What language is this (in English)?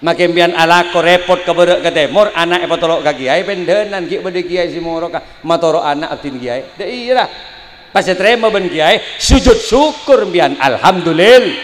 Madurese